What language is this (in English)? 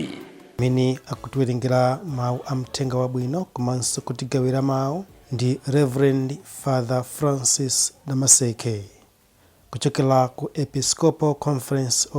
Nyanja